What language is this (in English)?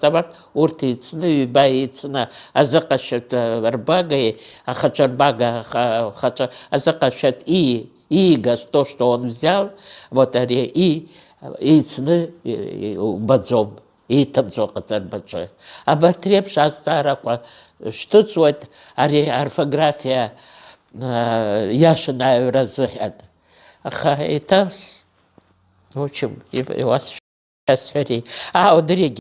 Abkhazian